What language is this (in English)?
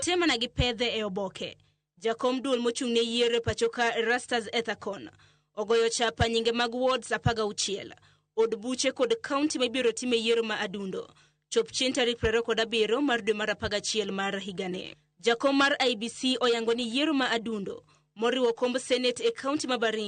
Luo (Kenya and Tanzania)